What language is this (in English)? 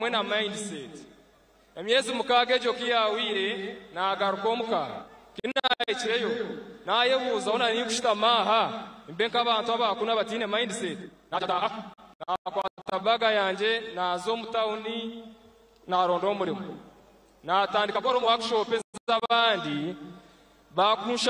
Nyankole